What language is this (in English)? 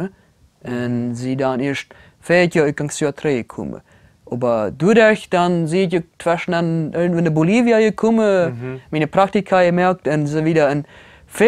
Plautdietsch